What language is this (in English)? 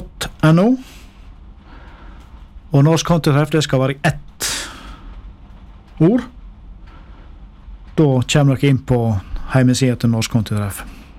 Norwegian